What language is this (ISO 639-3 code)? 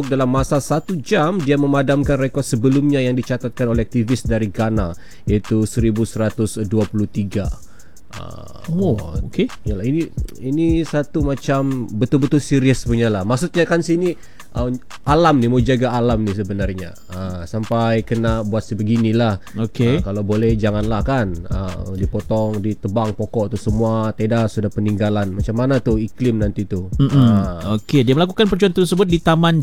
msa